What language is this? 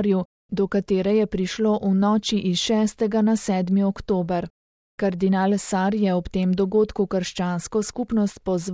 Slovenian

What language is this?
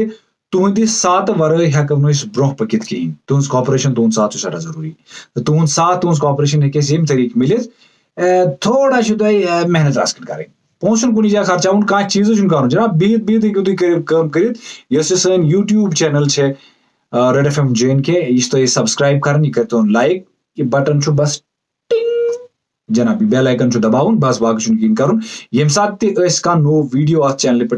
Kashmiri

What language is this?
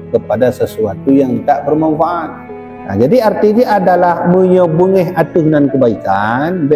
Achinese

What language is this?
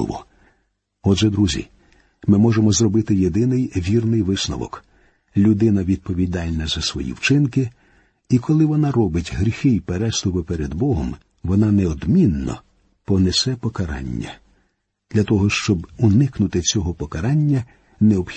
Ukrainian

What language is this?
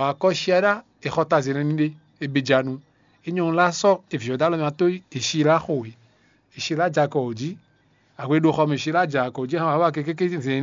Fon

